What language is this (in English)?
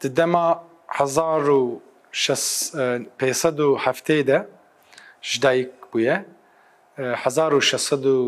Kurdish